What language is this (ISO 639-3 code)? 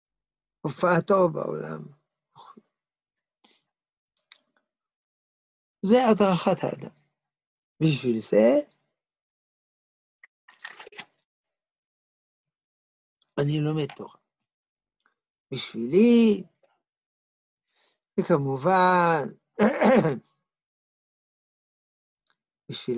heb